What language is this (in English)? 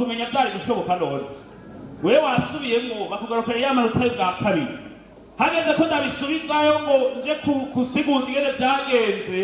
Rundi